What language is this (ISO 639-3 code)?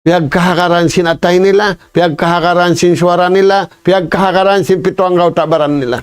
tsg